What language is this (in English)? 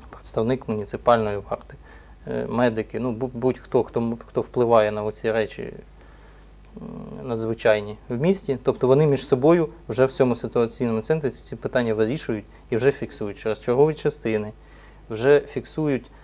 Ukrainian